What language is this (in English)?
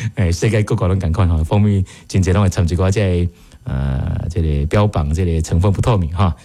Min Nan Chinese